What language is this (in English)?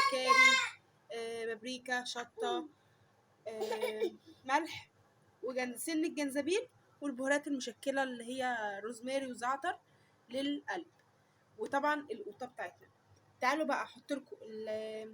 Egyptian Arabic